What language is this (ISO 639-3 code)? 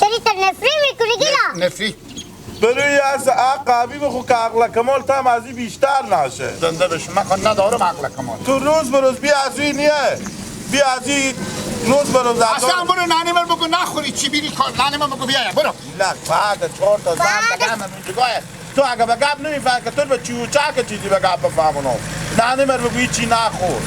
haz